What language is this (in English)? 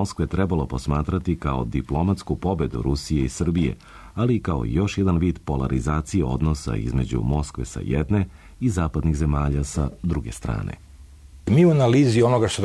Serbian